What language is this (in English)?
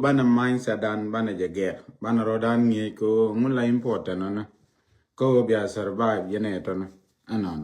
Nuer